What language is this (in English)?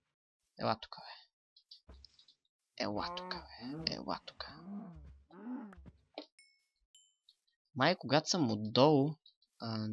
Bulgarian